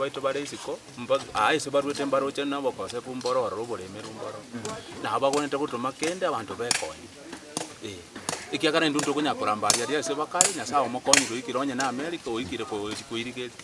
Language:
Gusii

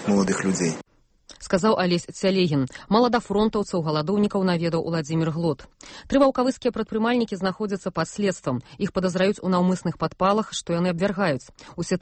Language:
Belarusian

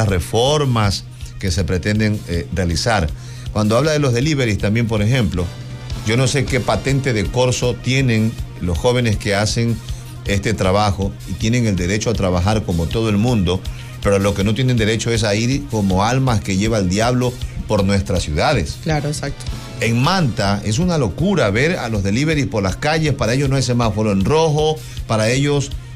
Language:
Spanish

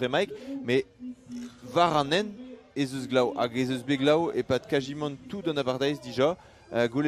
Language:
Breton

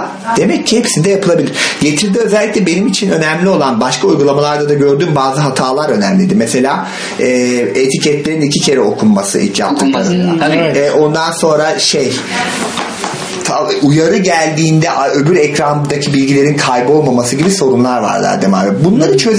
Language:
Turkish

